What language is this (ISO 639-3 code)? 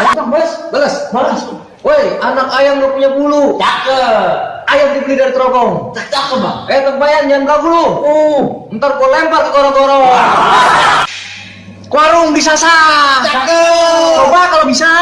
bew